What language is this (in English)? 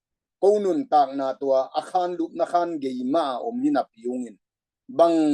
Tedim Chin